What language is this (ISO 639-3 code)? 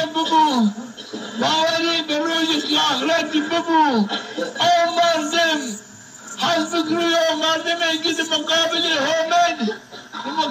zza